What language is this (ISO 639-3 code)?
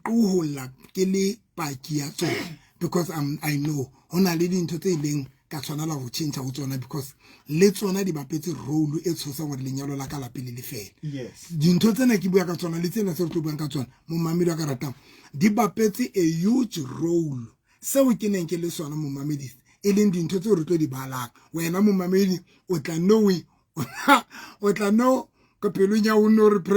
sot